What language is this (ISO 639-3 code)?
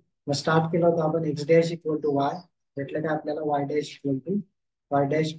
mar